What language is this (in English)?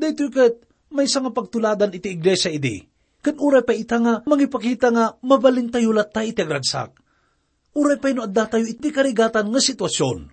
Iloko